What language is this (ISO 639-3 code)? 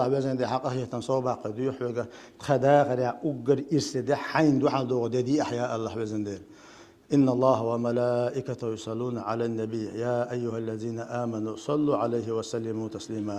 che